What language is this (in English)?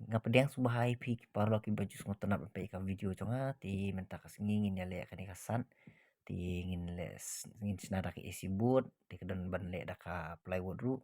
Khasi